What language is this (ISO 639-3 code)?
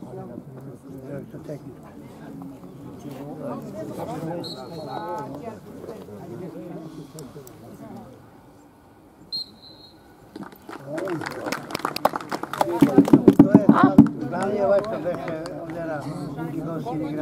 srp